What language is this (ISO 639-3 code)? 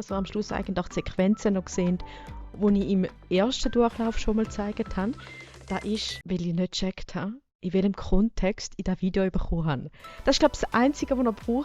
gsw